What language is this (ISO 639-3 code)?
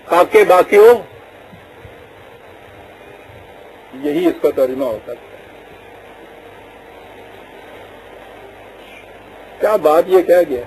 urd